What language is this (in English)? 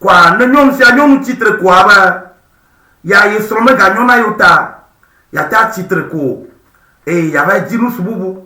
Ewe